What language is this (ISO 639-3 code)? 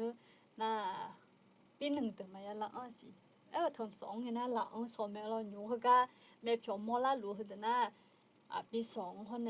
ahk